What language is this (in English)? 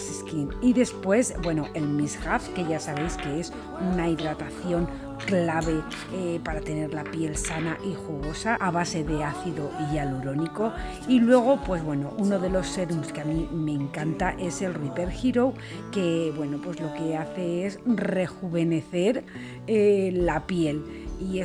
Spanish